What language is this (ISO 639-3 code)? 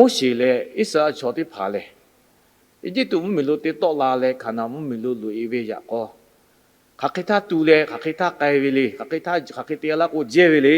lhu